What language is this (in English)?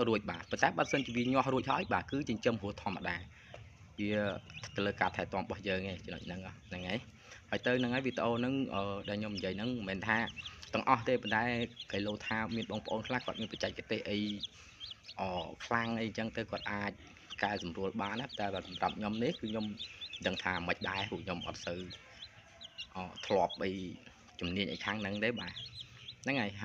Khmer